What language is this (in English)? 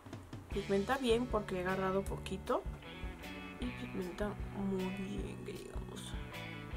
Spanish